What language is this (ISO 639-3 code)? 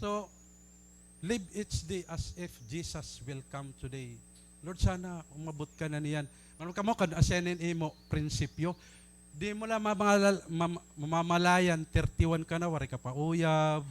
war